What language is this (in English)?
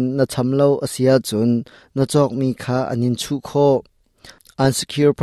Hakha Chin